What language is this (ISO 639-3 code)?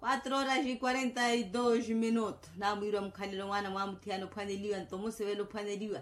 vmw